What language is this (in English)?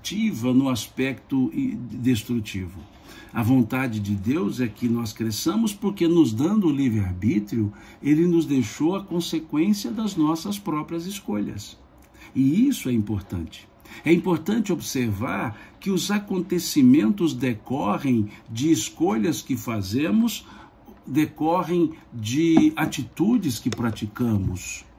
Portuguese